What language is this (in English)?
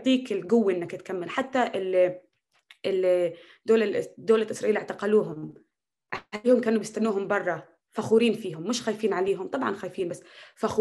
North Levantine Arabic